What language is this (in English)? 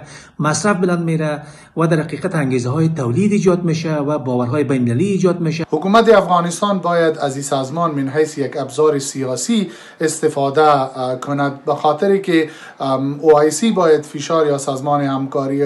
Persian